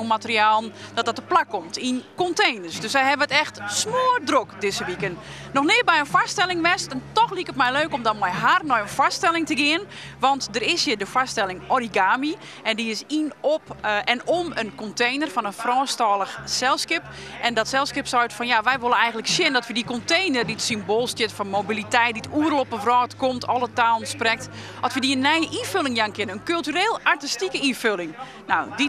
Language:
Western Frisian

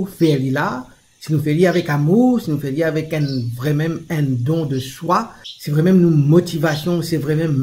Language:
Morisyen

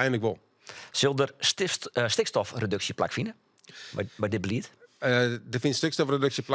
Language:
Western Frisian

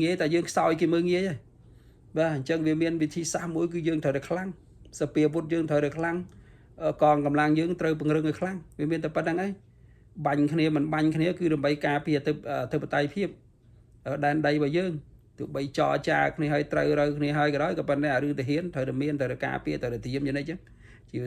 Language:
Khmer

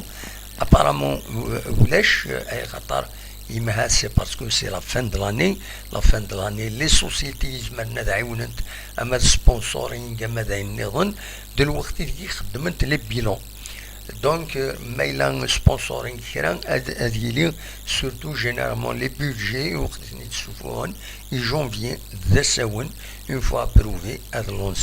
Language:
Kabyle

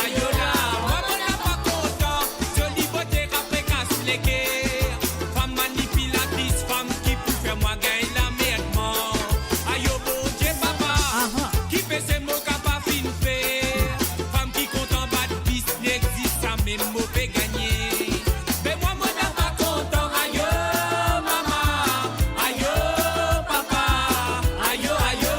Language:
Morisyen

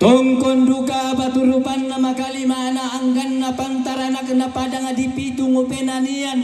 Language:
Toraja-Sa'dan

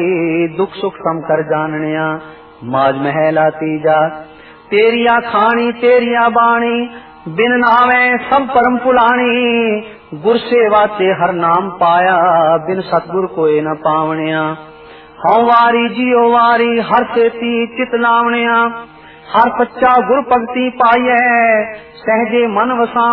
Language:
Punjabi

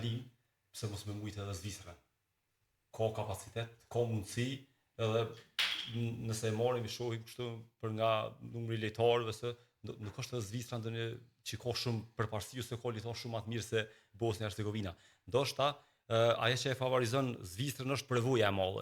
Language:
Albanian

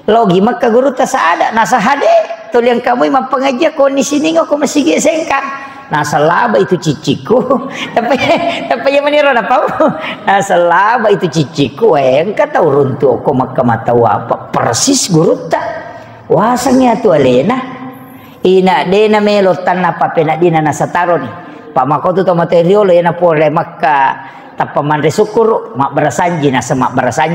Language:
Buginese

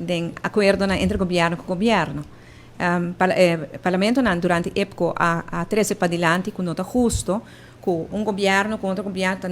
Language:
Papiamento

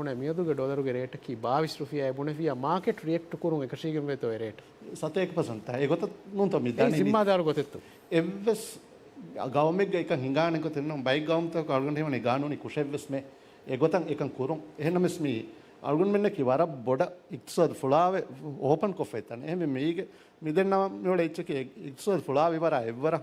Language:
Divehi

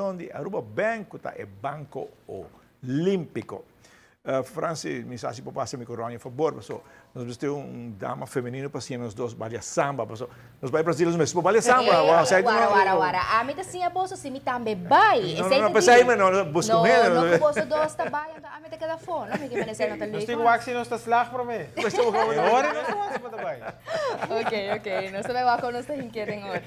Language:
Papiamento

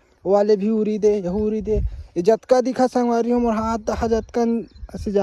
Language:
Chhattisgarhi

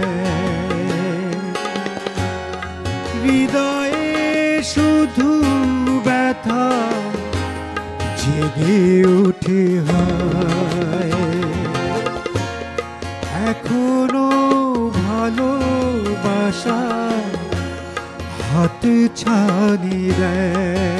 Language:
Bangla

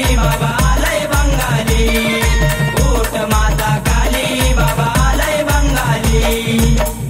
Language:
Marathi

